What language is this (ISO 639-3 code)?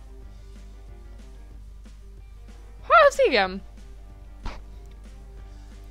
hun